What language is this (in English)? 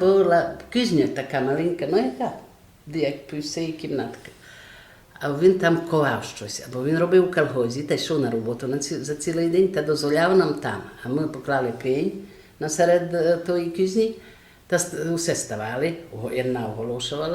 Rusyn